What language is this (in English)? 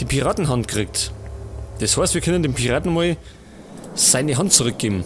Bavarian